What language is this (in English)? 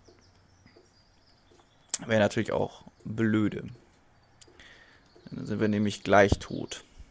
German